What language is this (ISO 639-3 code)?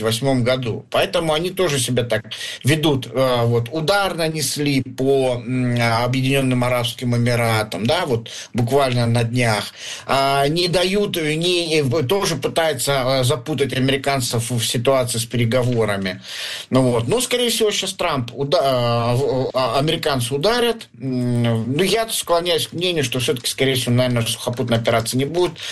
rus